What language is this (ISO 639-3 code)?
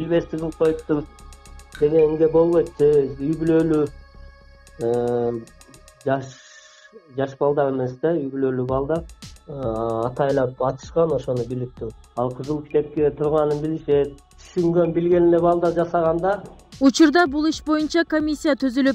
kir